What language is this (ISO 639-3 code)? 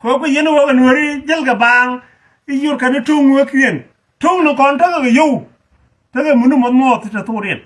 nus